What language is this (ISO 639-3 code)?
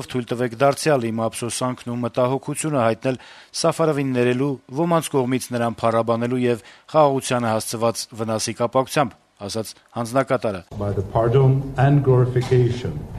hye